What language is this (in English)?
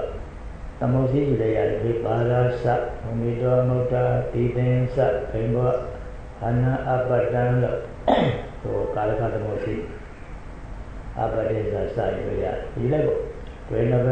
Burmese